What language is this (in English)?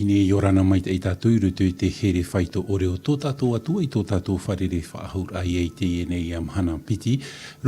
Tahitian